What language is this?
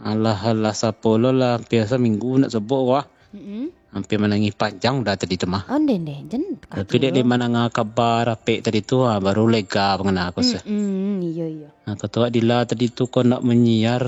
Minangkabau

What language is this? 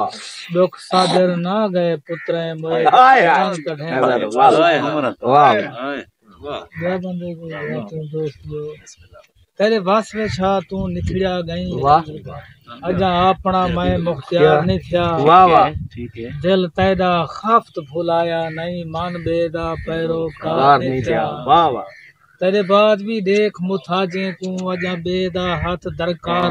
Saraiki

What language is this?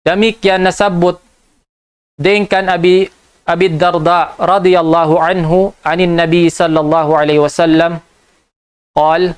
Tausug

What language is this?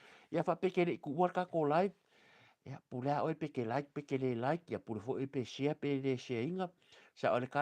Samoan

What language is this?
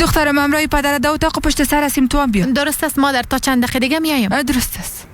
Persian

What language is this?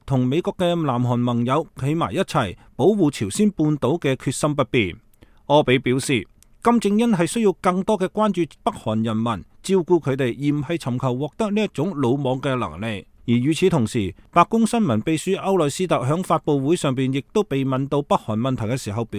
Cantonese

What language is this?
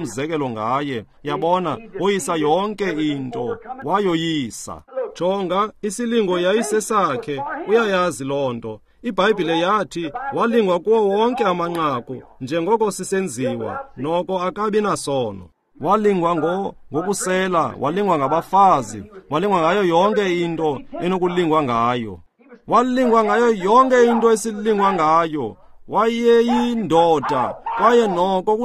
Xhosa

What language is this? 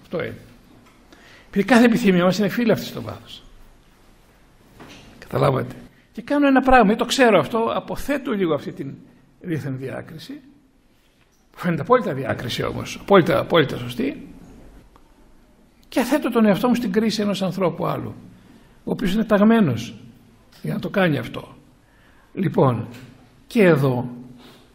Greek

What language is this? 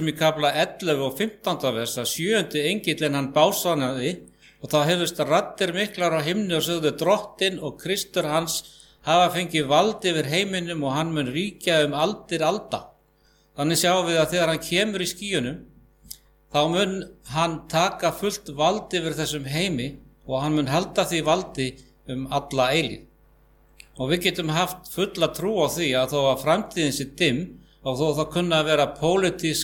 Icelandic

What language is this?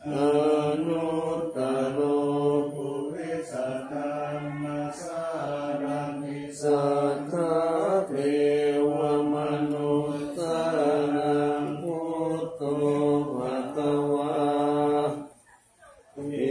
Pali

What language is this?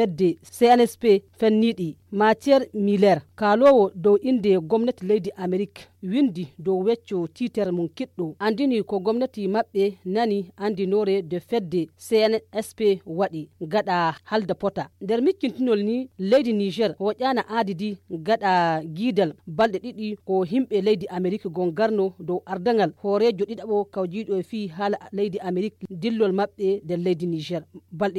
Fula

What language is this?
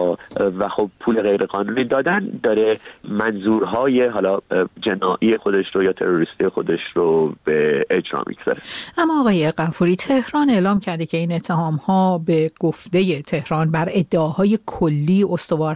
Persian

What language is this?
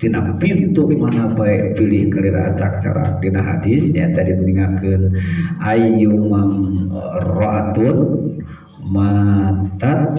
Sundanese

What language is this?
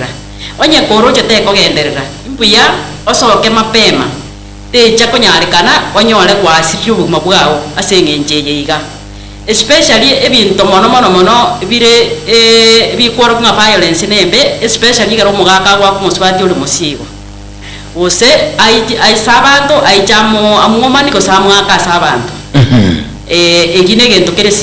Gusii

